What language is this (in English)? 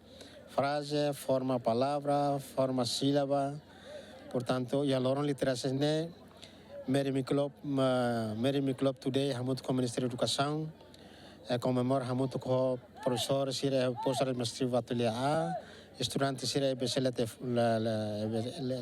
Tetum